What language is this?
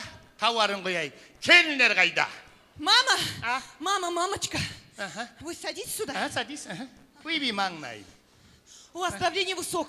Kara-Kalpak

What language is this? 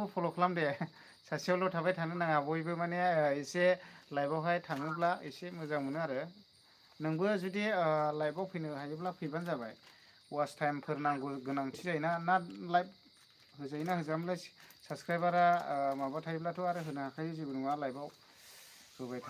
Bodo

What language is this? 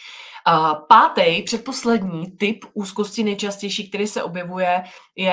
Czech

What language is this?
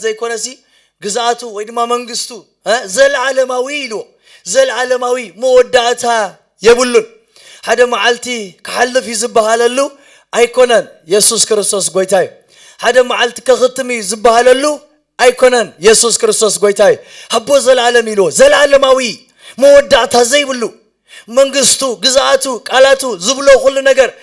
Tigrinya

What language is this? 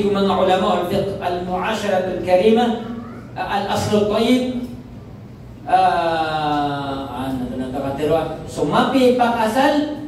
Maranao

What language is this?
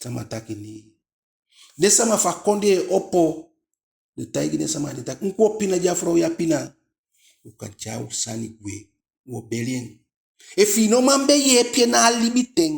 Eastern Maroon Creole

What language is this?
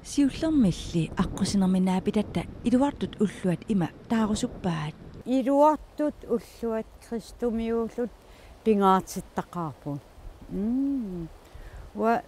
Kalaallisut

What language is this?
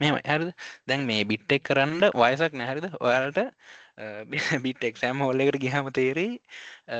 Sinhala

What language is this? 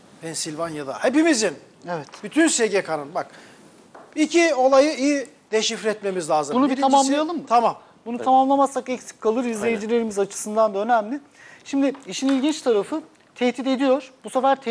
Turkish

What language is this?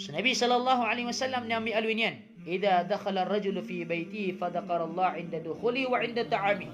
Maranao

